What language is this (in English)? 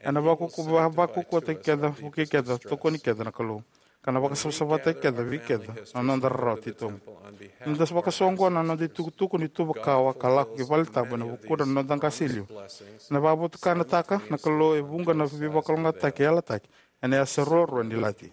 Fijian